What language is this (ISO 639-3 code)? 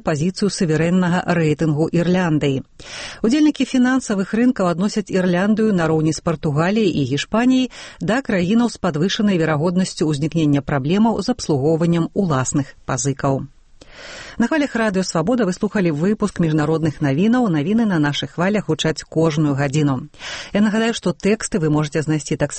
bel